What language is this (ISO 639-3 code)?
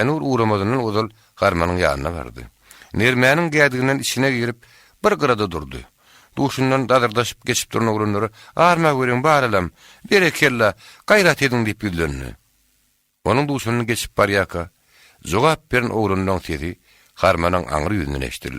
tuk